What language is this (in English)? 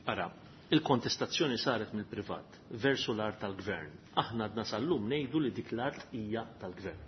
Maltese